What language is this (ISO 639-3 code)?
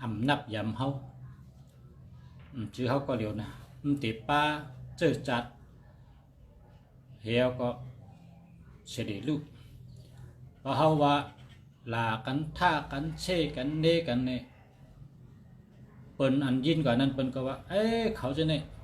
shn